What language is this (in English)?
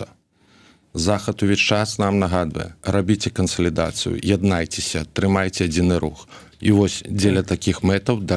Belarusian